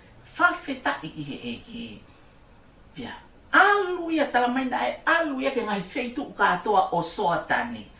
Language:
Tongan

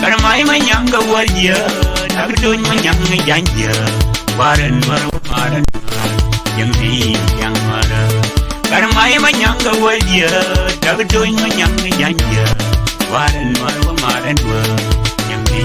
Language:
Nuer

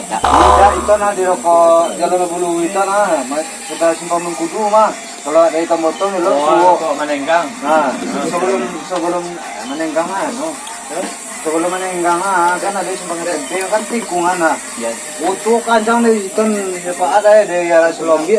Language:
Minangkabau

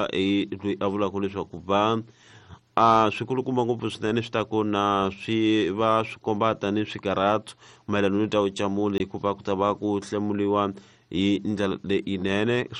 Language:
Tsonga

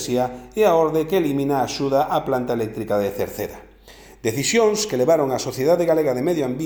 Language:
Galician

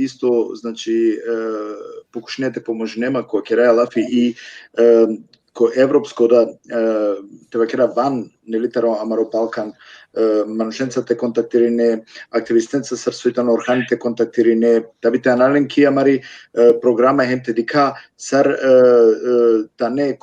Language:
Balkan Romani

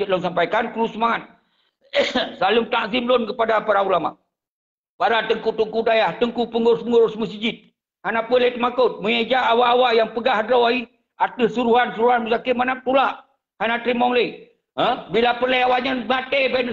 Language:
Achinese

